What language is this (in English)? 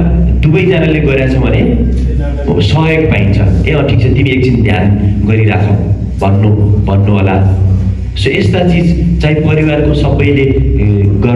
Nepali